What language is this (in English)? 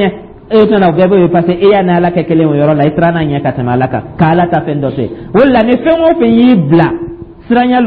Dyula